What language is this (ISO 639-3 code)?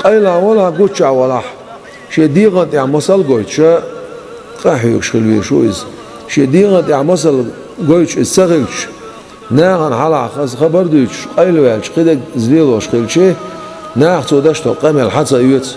che